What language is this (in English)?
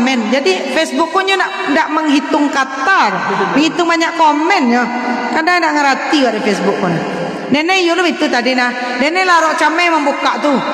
Minangkabau